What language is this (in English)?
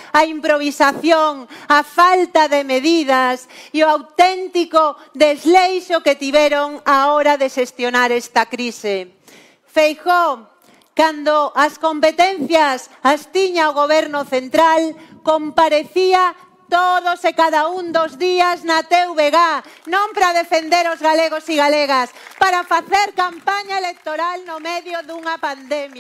Galician